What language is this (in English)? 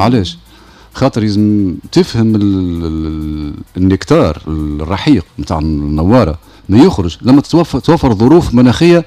Tunisian Arabic